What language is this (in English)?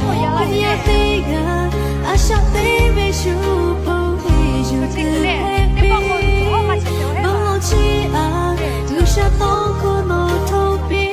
Lahu